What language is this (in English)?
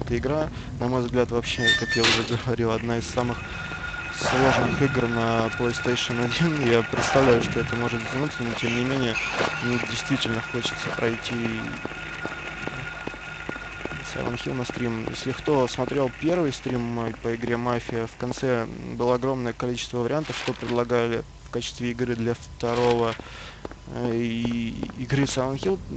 Russian